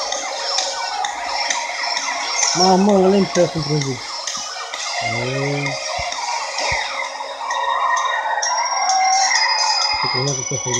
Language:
Romanian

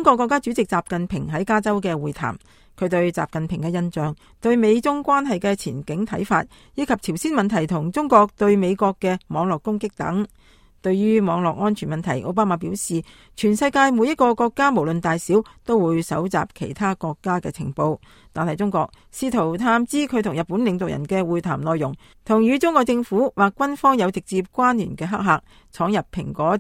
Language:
Cantonese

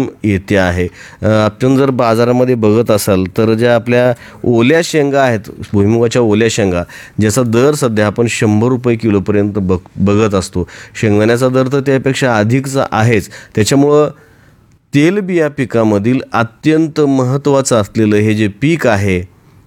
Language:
Marathi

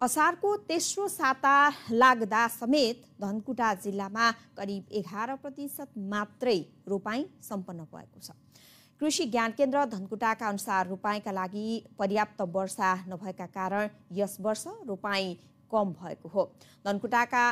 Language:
Nepali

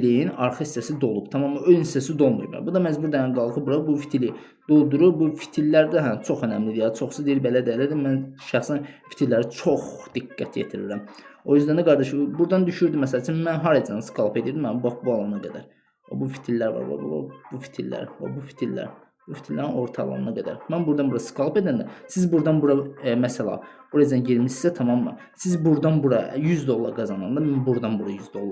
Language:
Azerbaijani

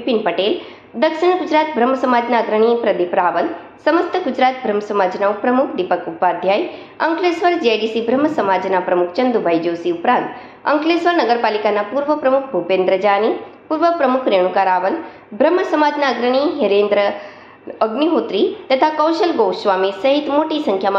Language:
Gujarati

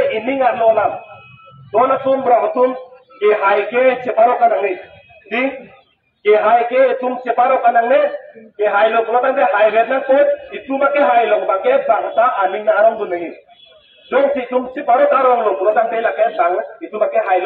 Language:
Karbi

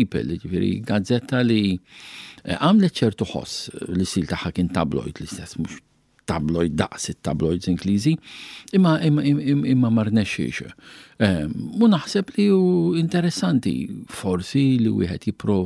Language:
Maltese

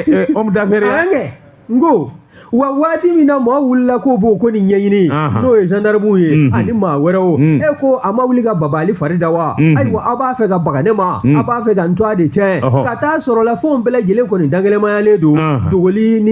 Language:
Bambara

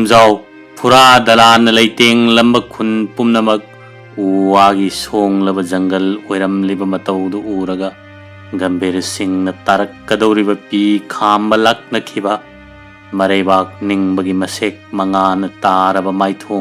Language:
Manipuri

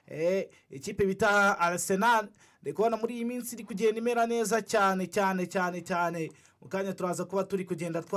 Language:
Kinyarwanda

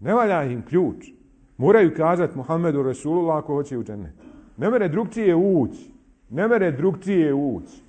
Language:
Bosnian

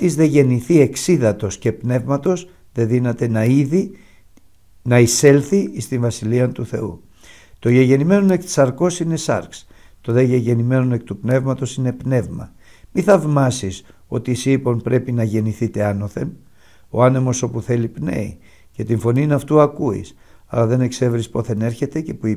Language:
Greek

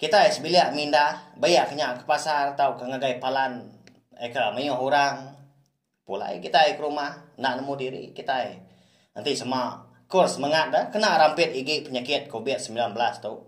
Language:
Iban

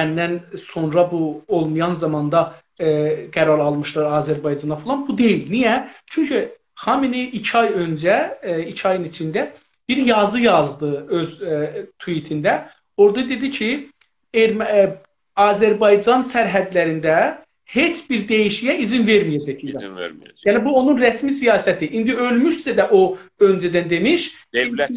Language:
South Azerbaijani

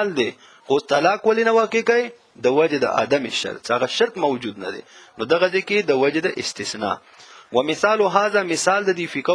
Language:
Pashto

